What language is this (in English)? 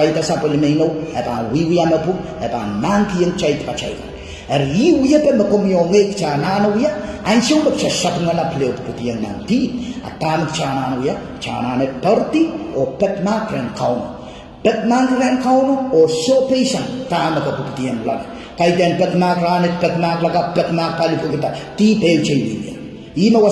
Pohnpeian